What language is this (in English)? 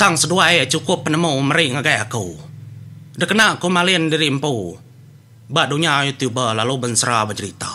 Iban